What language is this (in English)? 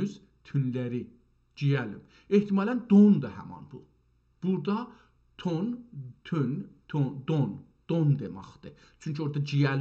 South Azerbaijani